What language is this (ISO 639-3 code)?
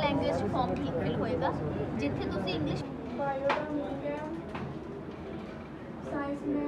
pan